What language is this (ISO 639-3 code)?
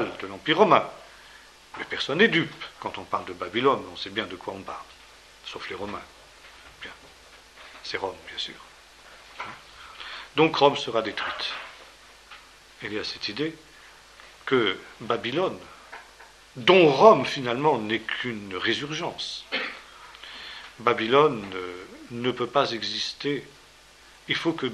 fra